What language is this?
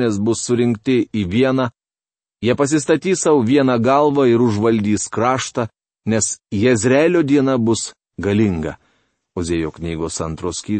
Lithuanian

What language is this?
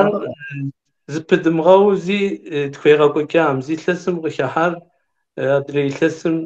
Kabardian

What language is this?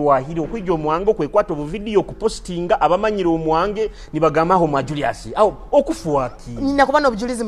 Tooro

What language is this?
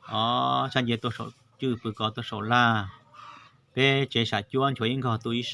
Hmong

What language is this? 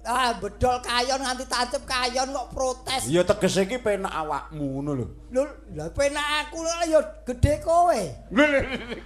Javanese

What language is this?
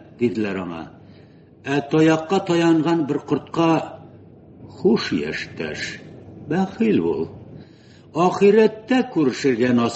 Tatar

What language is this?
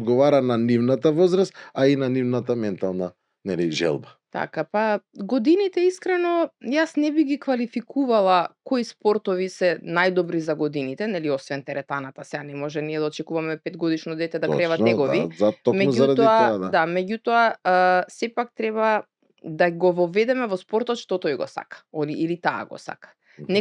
Macedonian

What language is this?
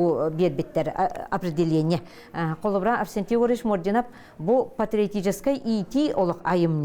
Yakut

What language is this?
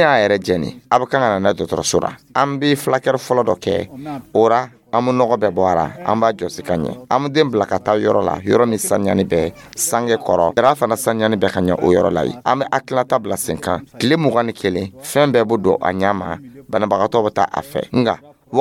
Dyula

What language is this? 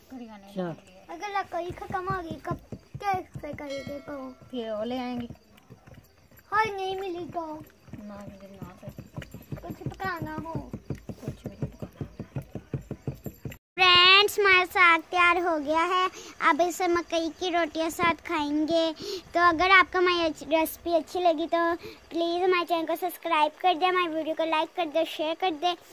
Hindi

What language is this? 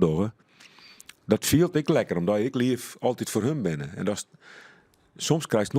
Western Frisian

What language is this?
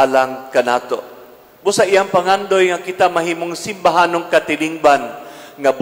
Cebuano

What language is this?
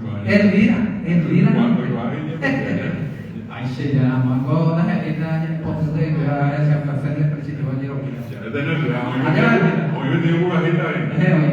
Guarani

